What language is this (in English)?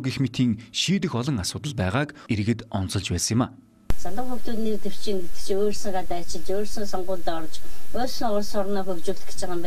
Mongolian